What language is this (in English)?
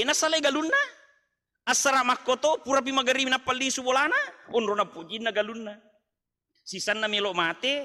Buginese